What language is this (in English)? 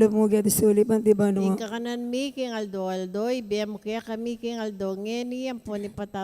Pampanga